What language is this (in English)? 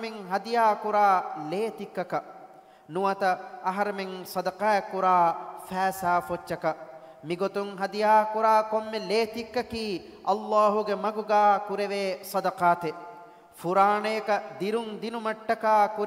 Divehi